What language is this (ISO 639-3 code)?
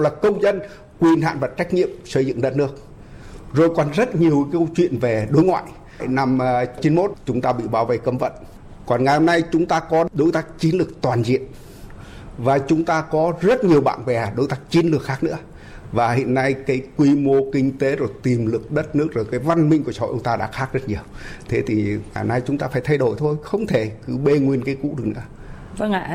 vie